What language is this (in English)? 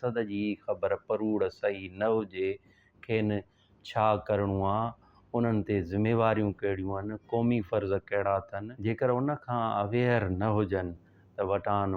Sindhi